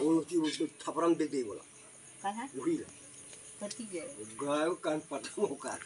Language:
Chhattisgarhi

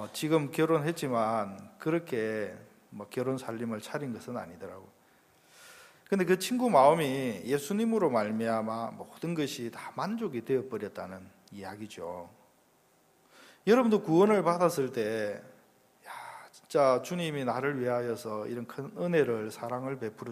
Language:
Korean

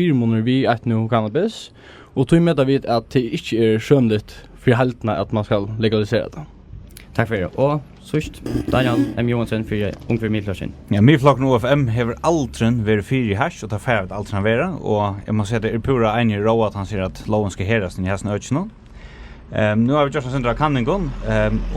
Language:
Faroese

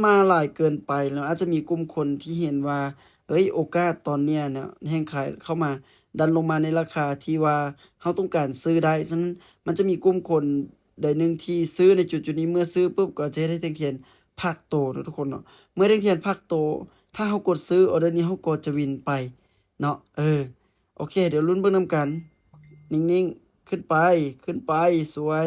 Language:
Lao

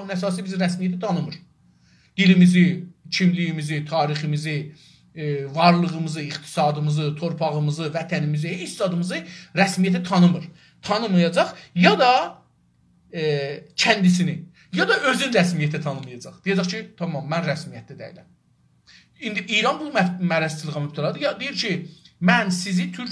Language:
South Azerbaijani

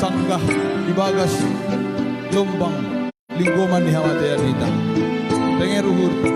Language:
Batak Simalungun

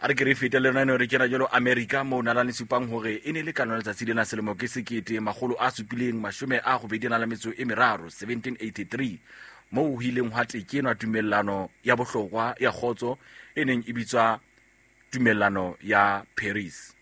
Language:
Southern Sotho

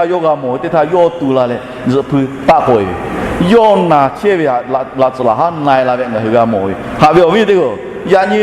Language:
Lahu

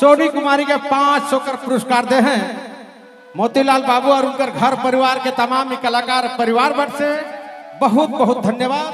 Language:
Sadri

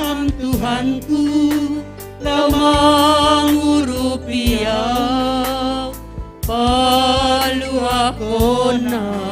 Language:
Batak Simalungun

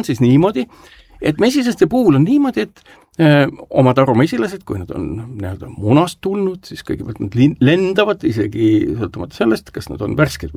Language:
Estonian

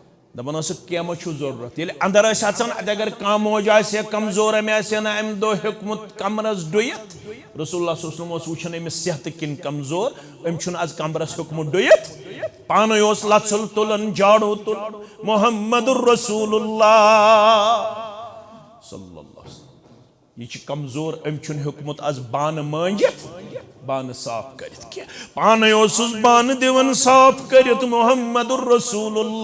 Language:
Kashmiri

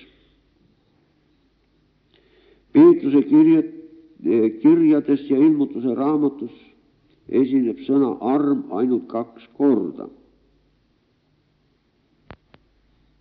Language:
Estonian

